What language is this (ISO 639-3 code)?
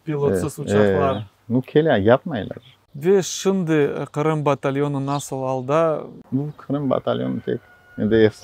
crh